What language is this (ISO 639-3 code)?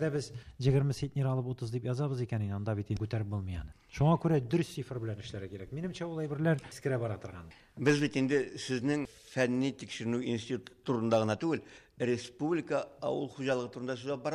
tat